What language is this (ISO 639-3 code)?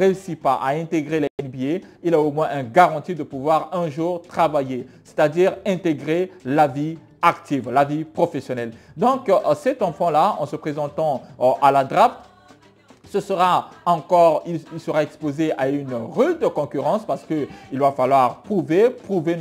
fra